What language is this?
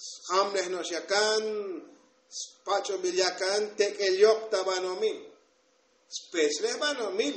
Tzotzil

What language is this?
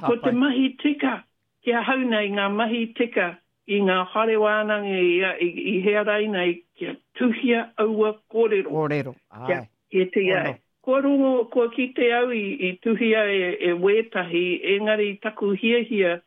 Māori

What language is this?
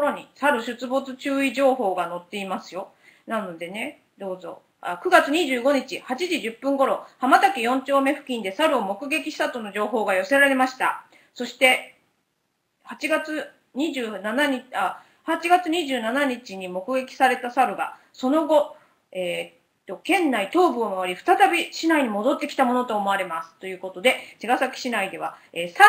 Japanese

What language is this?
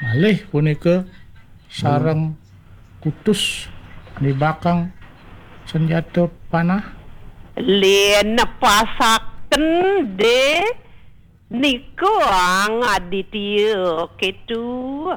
Balinese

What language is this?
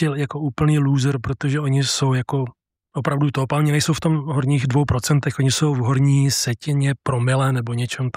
Czech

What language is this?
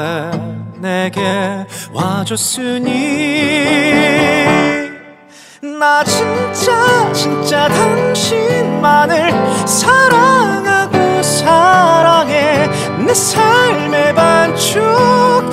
Korean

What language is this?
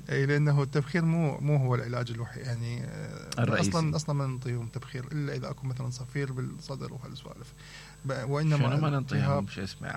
Mesopotamian Arabic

